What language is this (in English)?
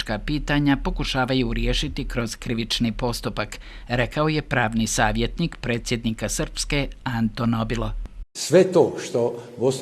Bosnian